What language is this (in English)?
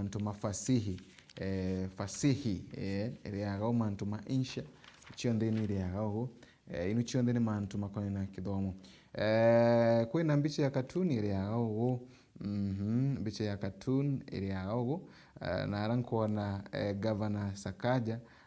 Meru